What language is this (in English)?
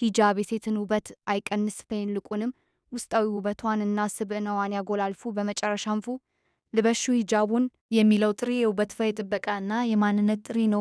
Amharic